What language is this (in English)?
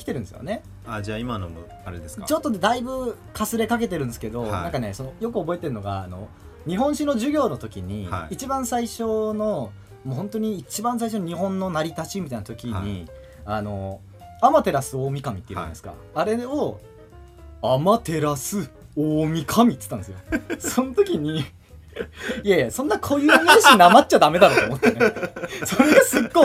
Japanese